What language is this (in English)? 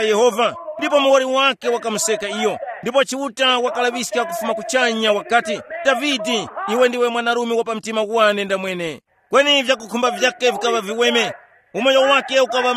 Tumbuka